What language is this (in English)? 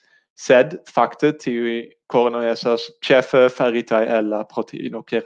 Esperanto